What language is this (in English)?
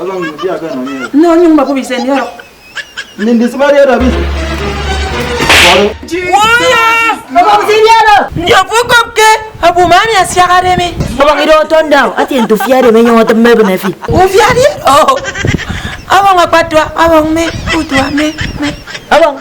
Efik